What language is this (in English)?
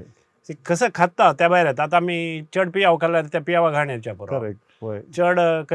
Konkani